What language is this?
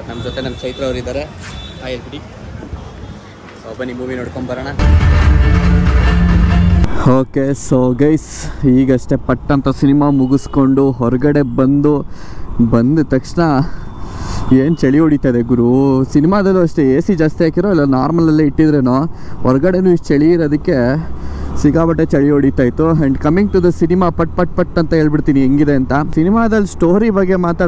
Kannada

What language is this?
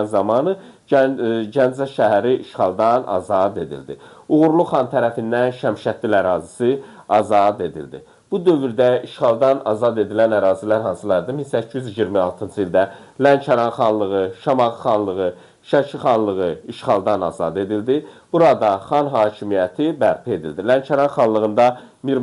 Azerbaijani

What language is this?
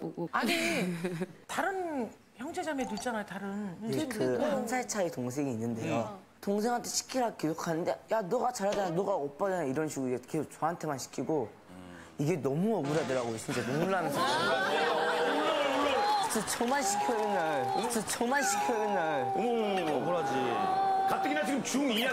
Korean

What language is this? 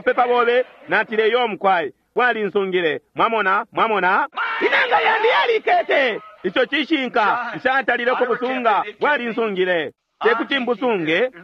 Bemba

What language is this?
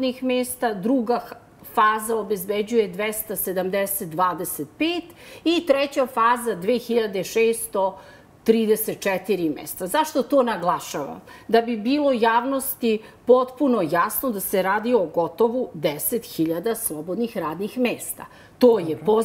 Serbian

